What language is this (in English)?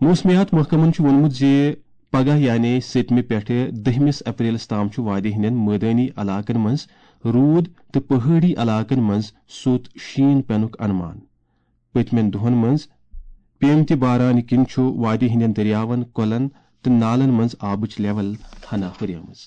Kashmiri